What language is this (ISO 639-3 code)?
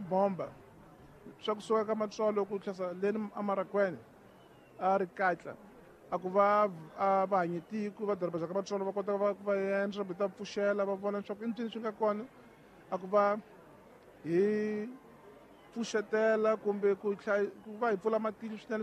tso